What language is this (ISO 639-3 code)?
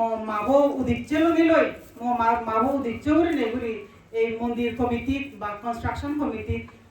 ccp